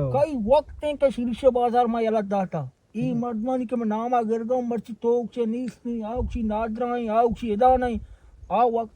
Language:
Baluchi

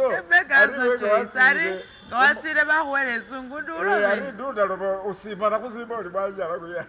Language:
Masaaba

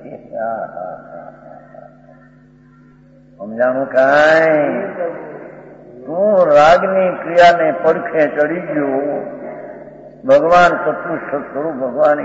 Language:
Gujarati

